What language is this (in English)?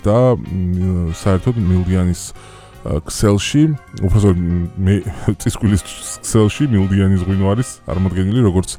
Georgian